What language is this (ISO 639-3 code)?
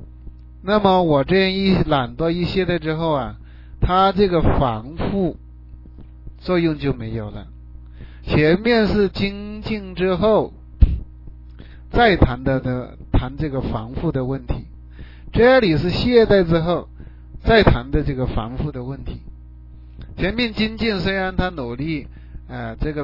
zho